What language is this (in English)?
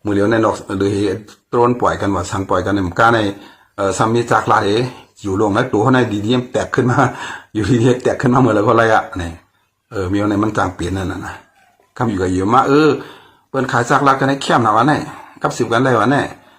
Shan